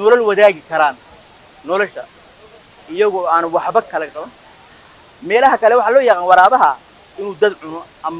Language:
Somali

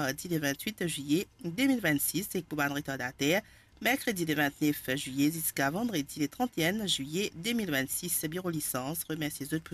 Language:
Morisyen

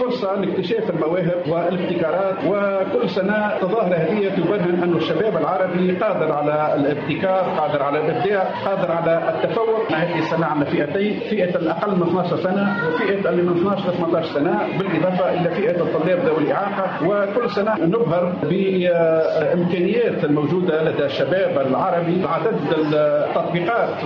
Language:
Tunisian Arabic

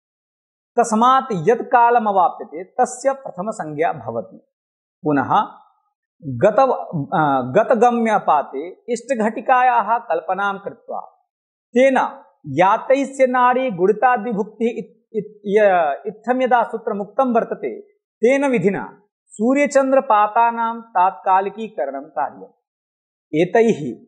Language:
Sanskrit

